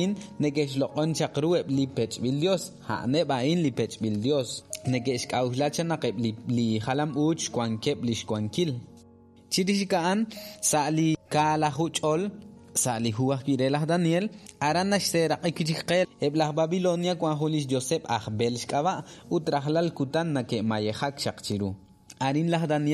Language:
Kekchí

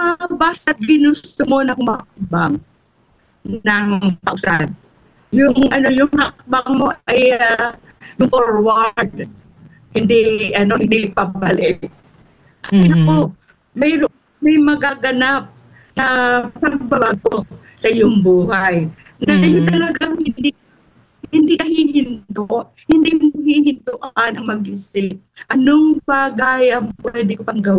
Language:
Filipino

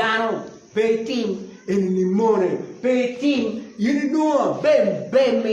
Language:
Acoli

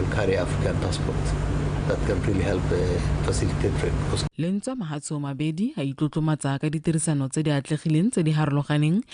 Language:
Tswana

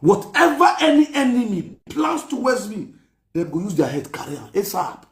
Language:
Nigerian Pidgin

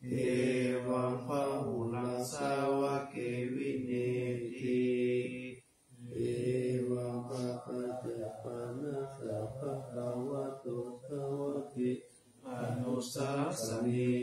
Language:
Pali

